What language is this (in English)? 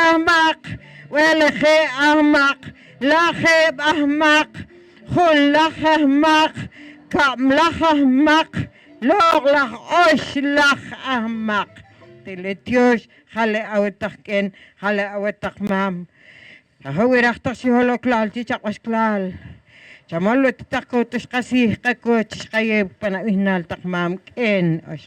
Poqomchi'